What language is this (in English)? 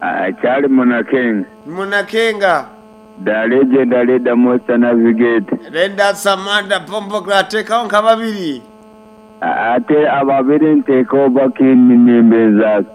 Nyoro